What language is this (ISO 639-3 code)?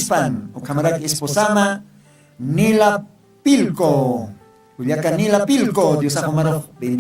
aym